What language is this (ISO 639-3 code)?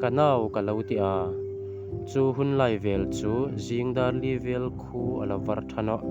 hmr